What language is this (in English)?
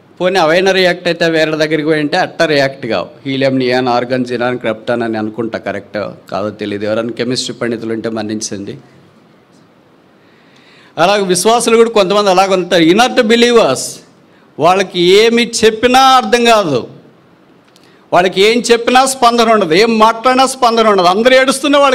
Telugu